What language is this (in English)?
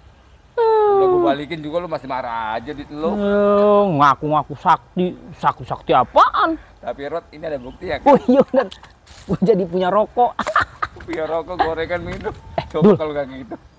Betawi